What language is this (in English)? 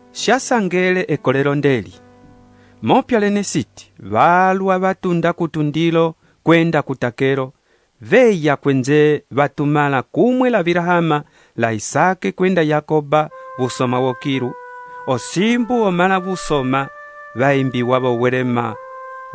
Umbundu